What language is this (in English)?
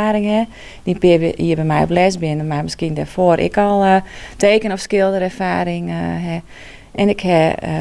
Western Frisian